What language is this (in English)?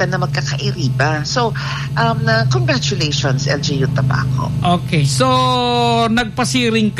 Bikol